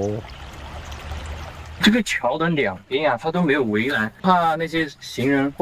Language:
Chinese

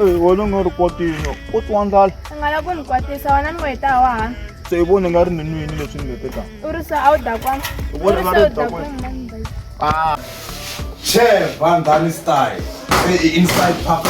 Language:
Tsonga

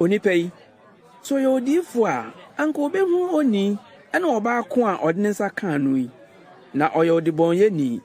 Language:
Akan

